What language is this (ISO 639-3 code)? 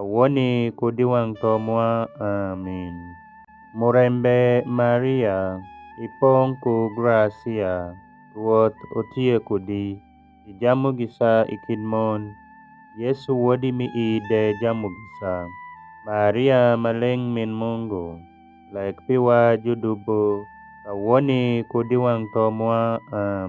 alz